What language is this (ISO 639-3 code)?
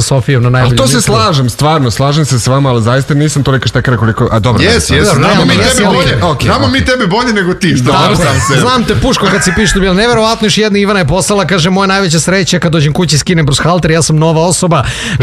srp